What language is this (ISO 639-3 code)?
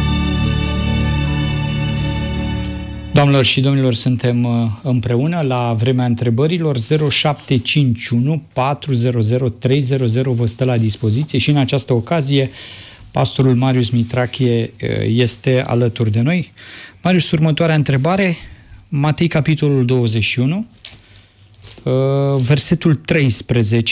ron